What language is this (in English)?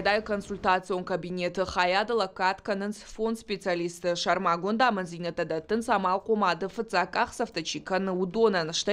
Ossetic